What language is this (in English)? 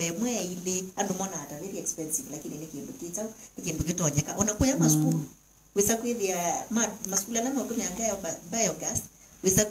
Kamba